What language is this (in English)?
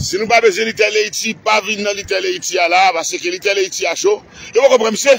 Haitian Creole